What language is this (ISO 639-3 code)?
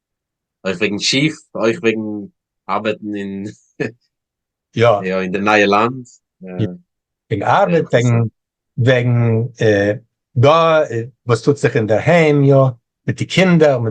yid